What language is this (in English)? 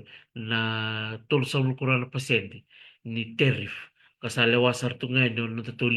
Fijian